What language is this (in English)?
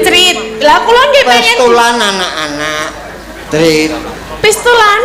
Javanese